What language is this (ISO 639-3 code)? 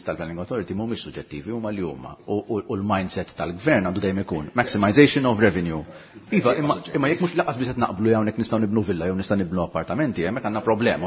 mlt